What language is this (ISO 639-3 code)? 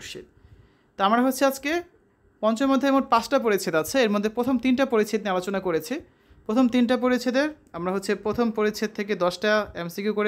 ben